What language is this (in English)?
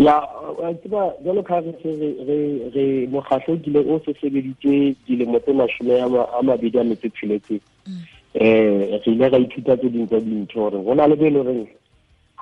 Tswana